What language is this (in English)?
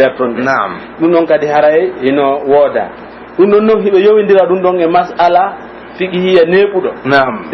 Pular